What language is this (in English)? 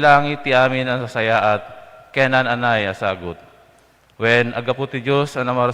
Iloko